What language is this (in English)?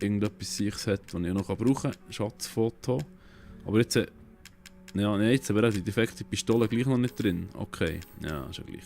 Swiss German